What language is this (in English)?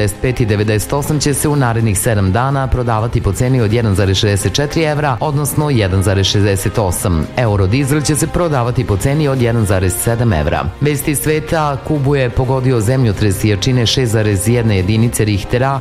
Serbian